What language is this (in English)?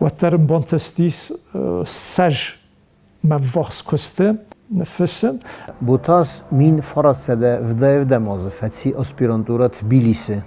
Ossetic